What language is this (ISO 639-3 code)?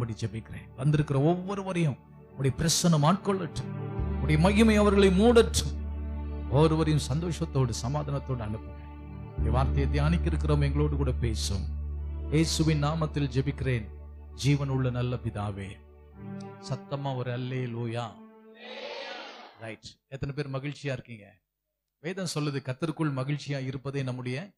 tam